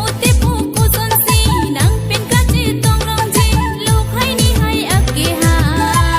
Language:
Karbi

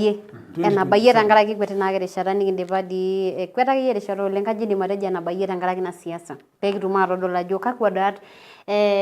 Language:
Masai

